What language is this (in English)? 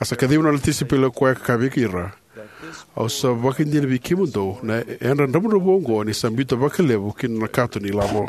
Fijian